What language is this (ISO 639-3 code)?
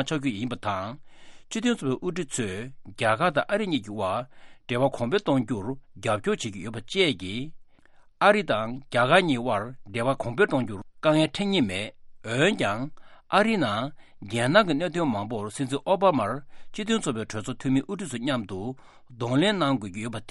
bod